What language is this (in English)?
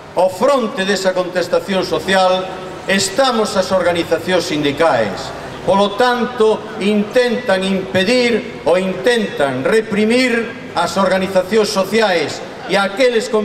Galician